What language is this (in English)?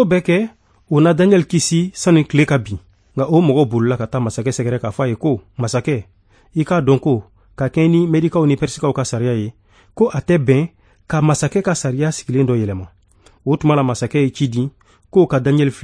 Bambara